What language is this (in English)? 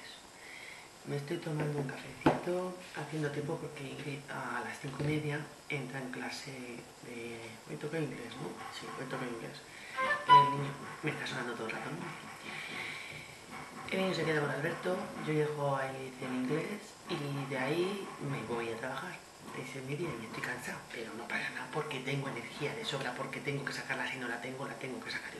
Spanish